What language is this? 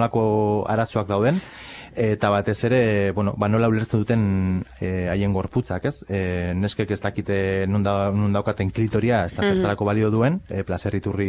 Basque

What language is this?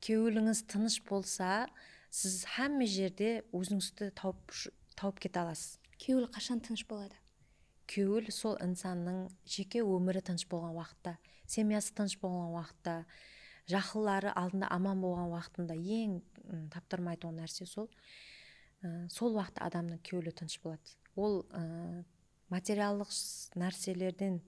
Kara-Kalpak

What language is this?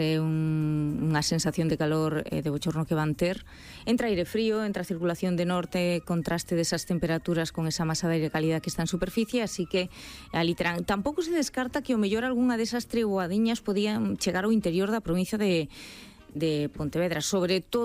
Galician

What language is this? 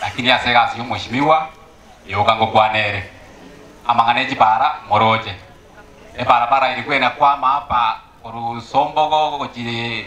Gusii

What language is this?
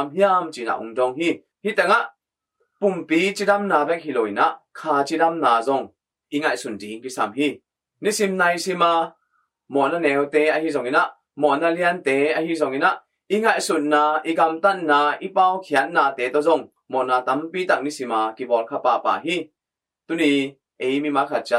Tedim Chin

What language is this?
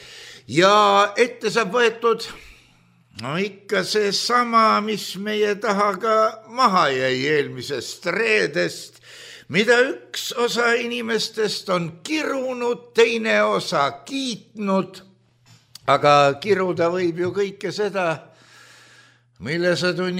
Estonian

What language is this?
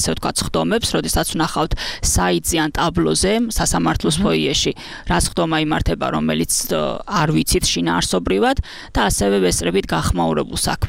Georgian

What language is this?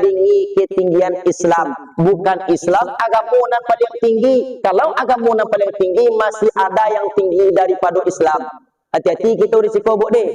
Minangkabau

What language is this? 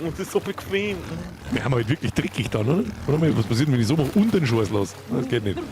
Bavarian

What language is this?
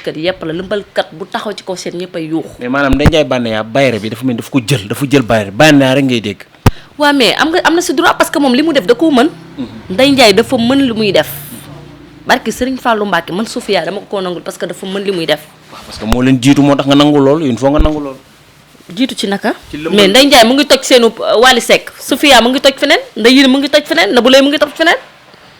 Wolof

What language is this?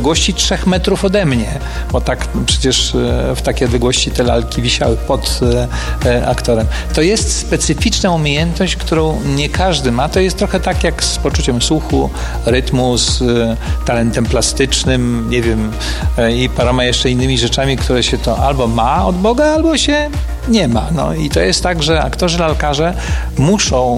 Polish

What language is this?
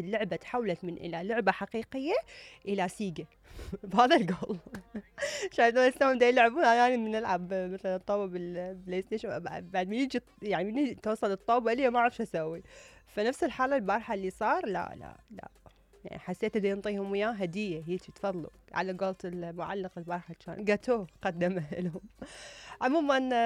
Mesopotamian Arabic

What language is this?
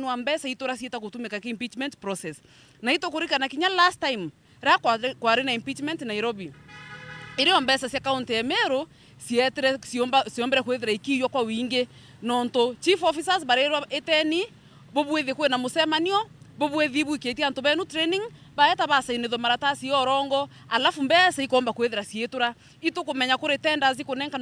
Meru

